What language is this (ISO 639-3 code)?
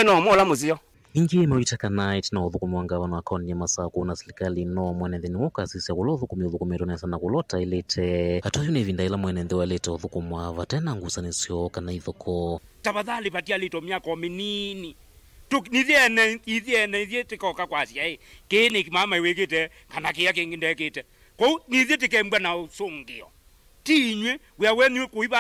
kam